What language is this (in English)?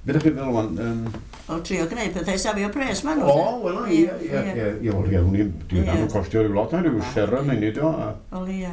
Welsh